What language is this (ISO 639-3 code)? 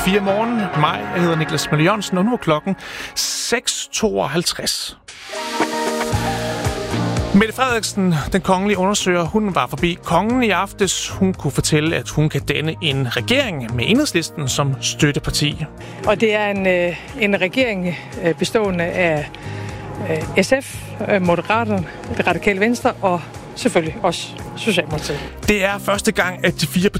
dan